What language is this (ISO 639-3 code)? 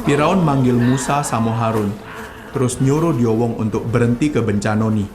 mui